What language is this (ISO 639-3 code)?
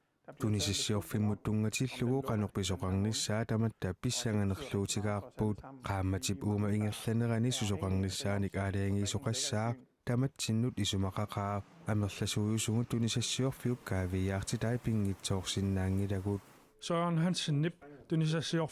kal